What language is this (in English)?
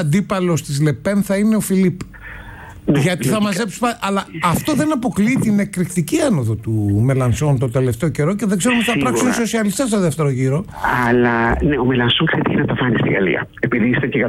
Greek